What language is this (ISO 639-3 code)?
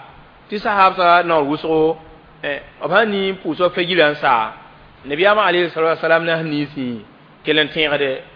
mos